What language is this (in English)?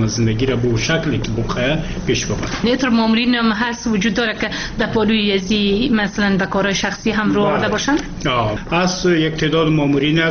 Persian